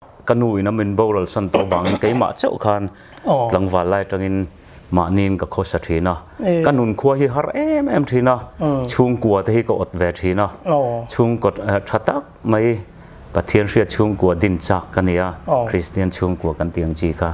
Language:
Mizo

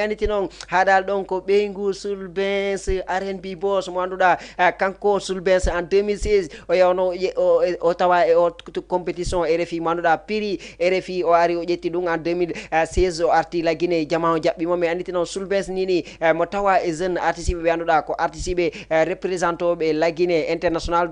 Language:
Fula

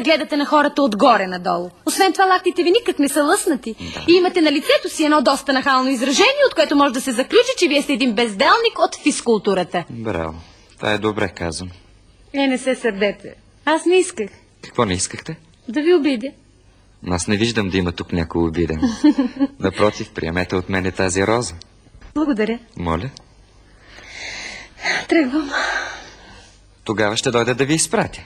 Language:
Bulgarian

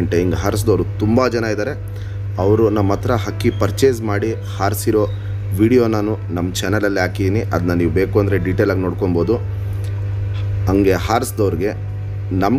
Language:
Kannada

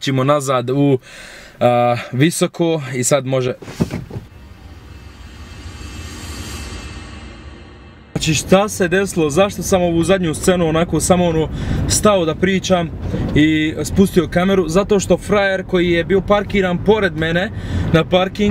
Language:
Bosnian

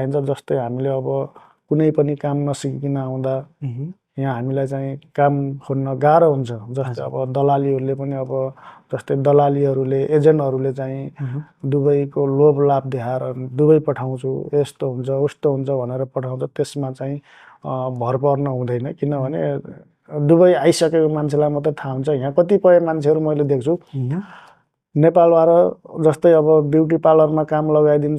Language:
Nepali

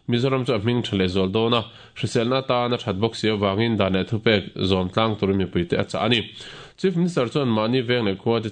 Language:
Mizo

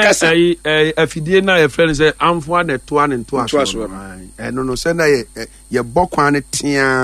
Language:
Akan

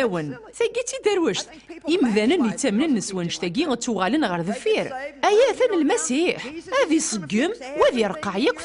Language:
Kabyle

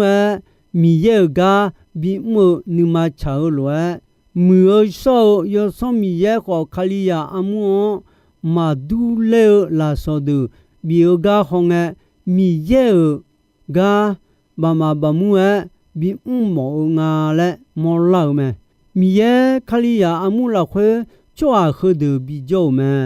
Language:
Akha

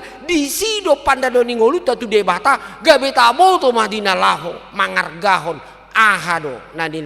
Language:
Batak Toba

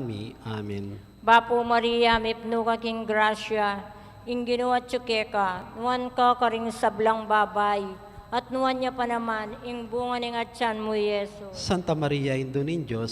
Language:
Pampanga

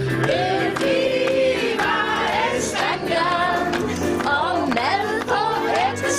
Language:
Danish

